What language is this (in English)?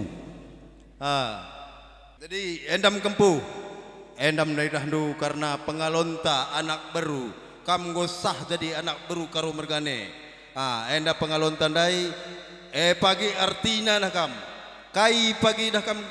Batak Karo